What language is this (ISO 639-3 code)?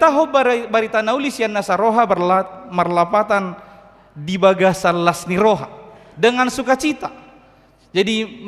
bbc